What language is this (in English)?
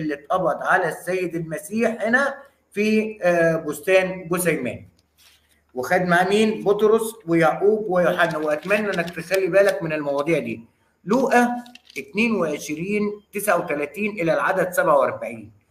Egyptian Arabic